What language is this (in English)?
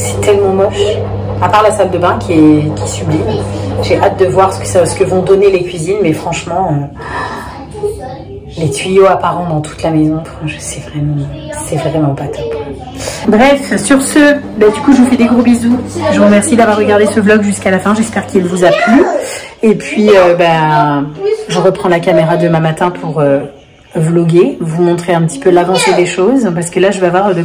French